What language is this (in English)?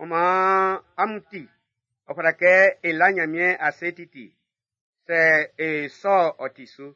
Baoulé